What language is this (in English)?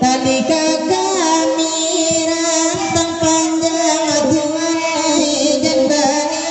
Minangkabau